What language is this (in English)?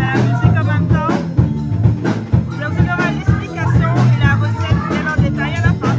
Réunion Creole French